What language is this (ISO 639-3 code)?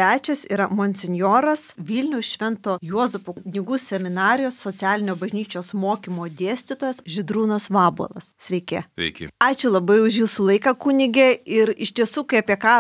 lit